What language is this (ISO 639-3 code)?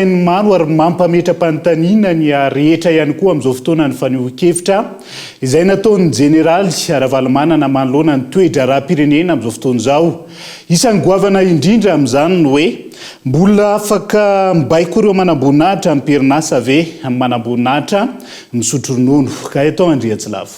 mlg